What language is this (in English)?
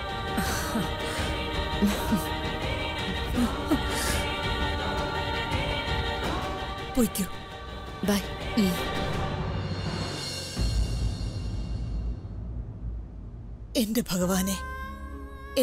Malayalam